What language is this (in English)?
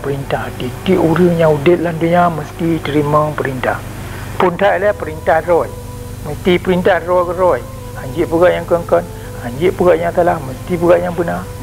Achinese